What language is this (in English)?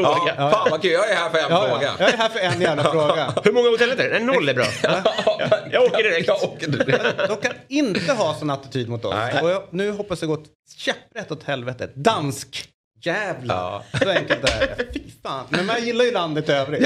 Swedish